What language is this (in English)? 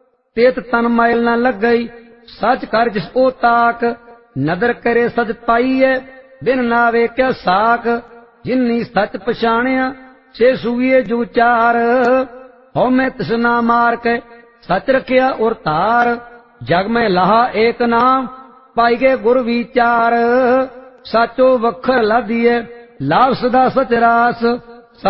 Punjabi